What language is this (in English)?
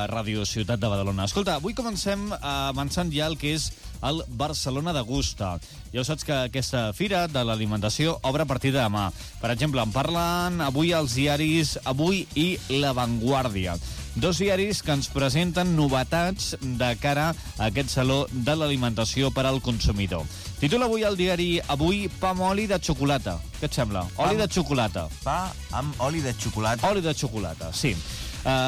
Catalan